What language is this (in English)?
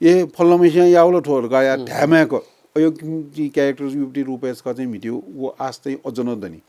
Newari